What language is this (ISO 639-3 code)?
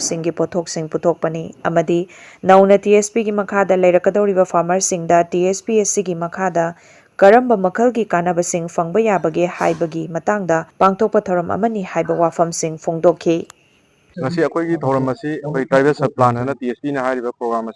mni